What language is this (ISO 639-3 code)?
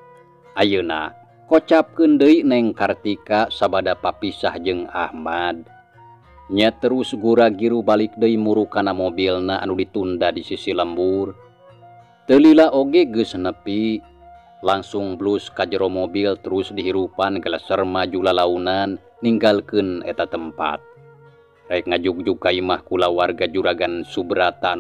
sun